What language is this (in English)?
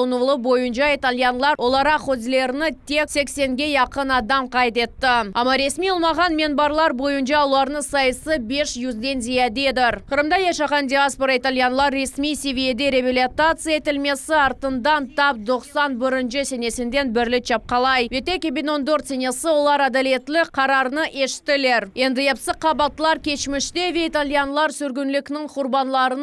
Crimean Tatar